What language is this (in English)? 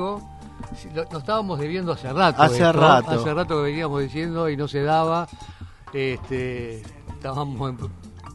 Spanish